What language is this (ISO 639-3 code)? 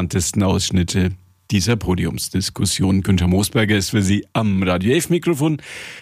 deu